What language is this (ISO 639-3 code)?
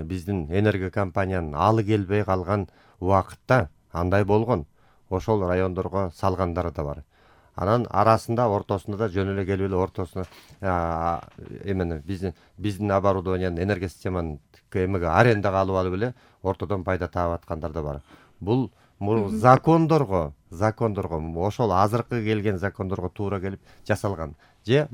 kir